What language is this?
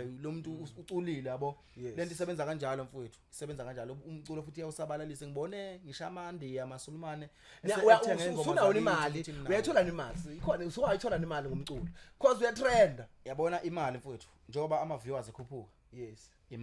Zulu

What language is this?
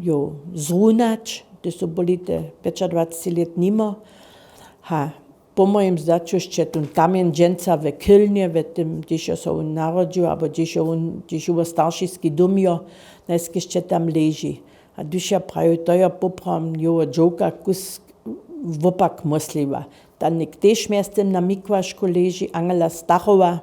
Upper Sorbian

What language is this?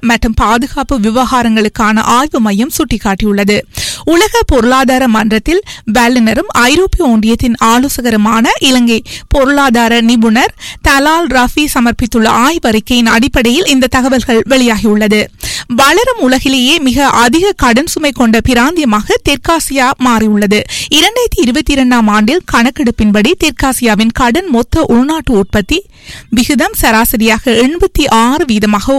Tamil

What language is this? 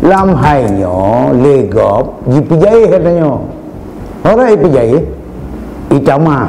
Achinese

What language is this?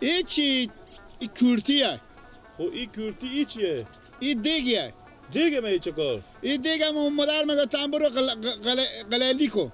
Persian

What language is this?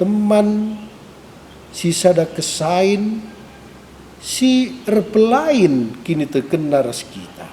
Batak Karo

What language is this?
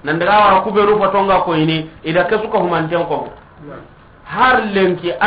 Soninke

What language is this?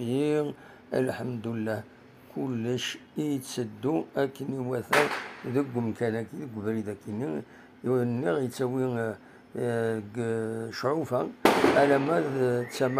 Kabyle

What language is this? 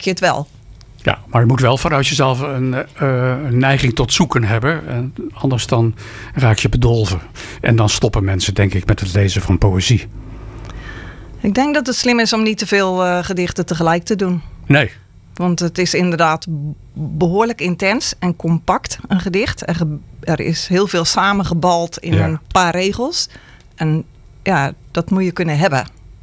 Dutch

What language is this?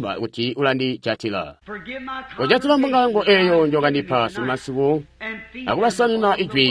Tonga (Zambia)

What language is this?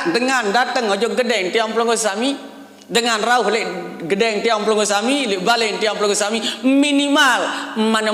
Sasak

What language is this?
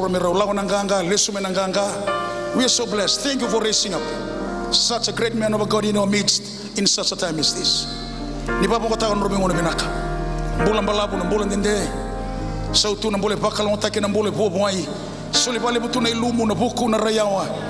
Fijian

